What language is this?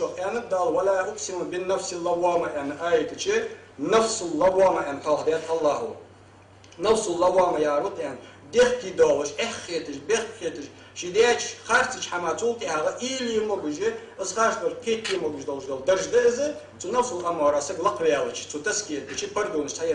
Ingush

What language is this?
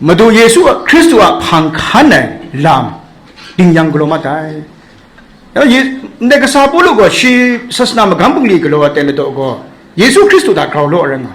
Kachin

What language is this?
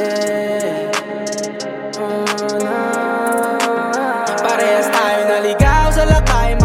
Filipino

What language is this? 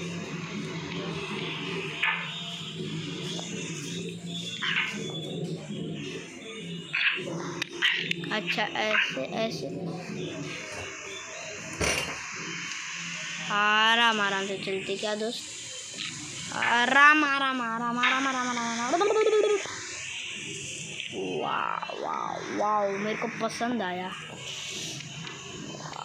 Hindi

